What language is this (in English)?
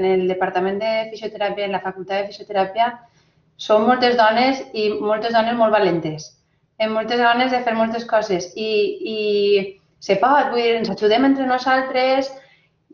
Catalan